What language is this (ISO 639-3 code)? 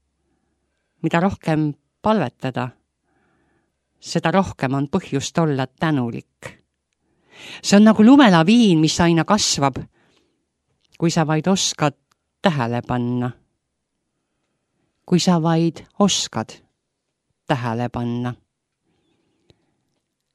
est